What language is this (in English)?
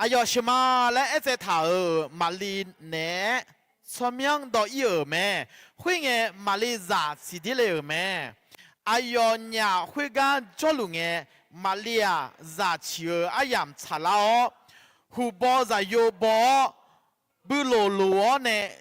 Akha